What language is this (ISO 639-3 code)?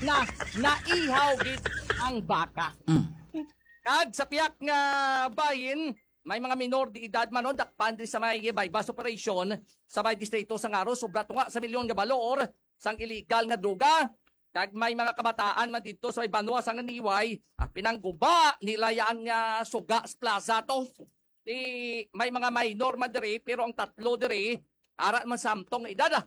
hil